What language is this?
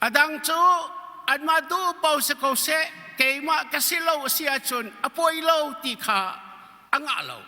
Hakha Chin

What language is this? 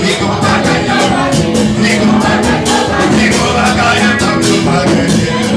Haitian Creole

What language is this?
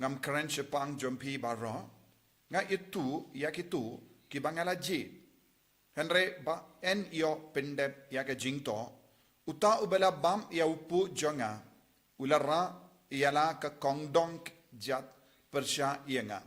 Khasi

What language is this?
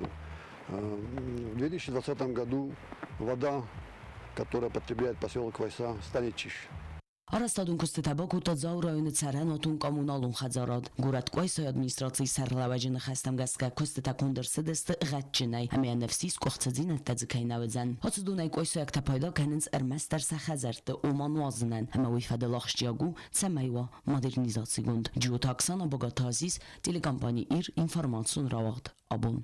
Ossetic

